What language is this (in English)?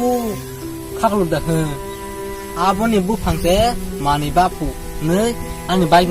Kok Borok